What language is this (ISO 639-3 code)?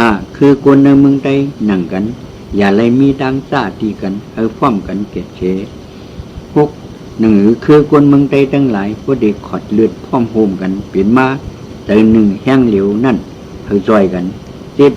shn